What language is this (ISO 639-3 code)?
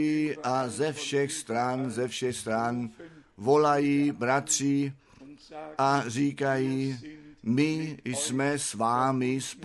ces